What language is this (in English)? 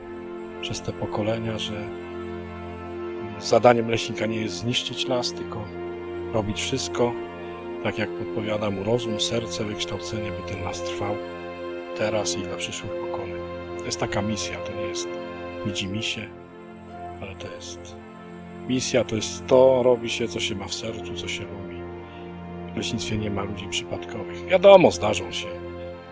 Polish